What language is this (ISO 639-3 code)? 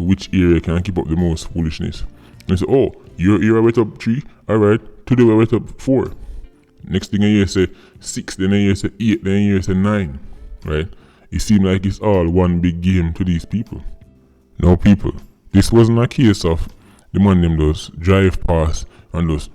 jam